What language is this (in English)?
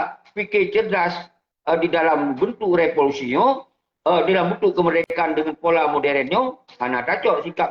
Achinese